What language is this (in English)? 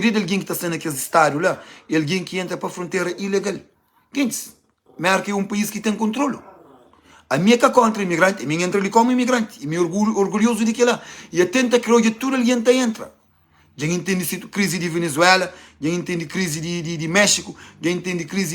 Kabuverdianu